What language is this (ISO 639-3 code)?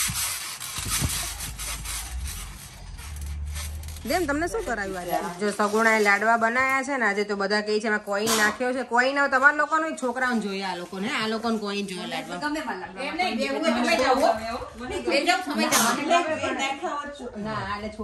guj